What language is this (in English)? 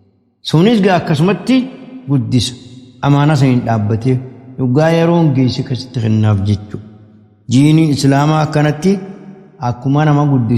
Oromo